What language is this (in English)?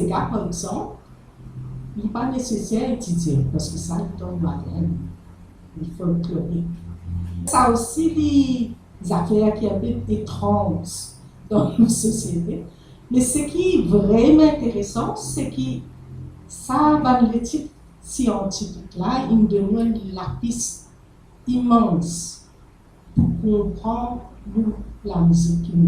Morisyen